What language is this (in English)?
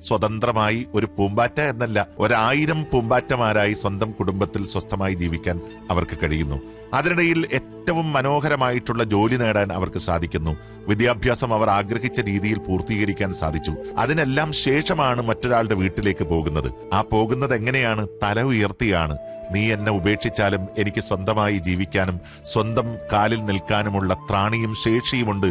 Malayalam